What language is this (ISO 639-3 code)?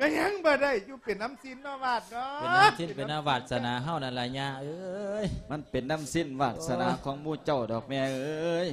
lao